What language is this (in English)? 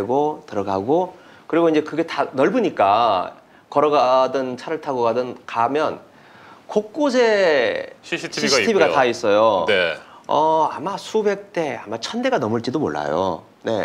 Korean